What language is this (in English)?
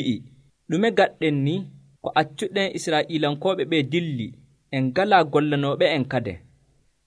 Nigerian Fulfulde